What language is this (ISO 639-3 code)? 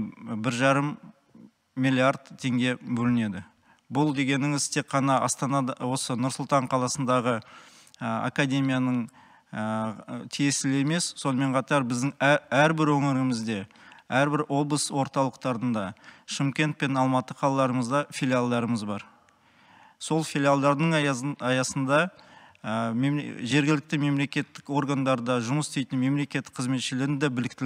kaz